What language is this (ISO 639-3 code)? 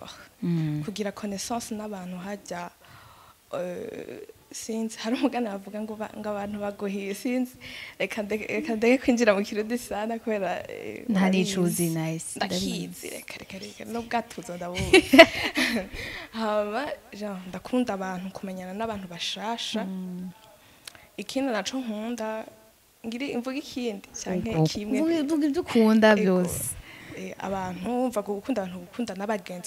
run